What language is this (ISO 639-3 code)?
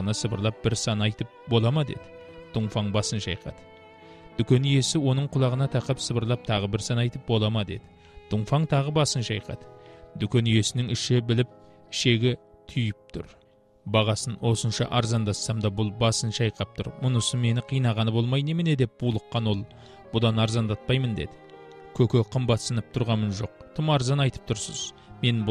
kaz